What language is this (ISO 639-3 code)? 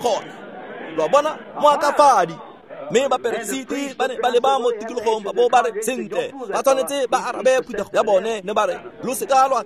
tsn